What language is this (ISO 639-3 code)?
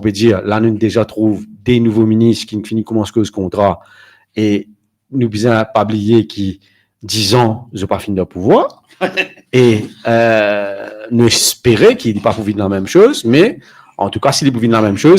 mfe